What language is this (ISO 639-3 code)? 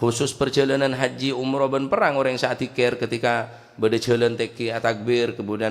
mad